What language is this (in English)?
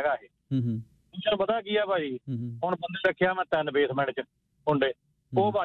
Punjabi